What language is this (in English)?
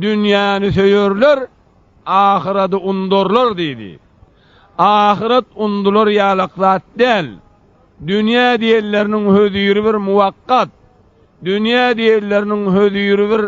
Turkmen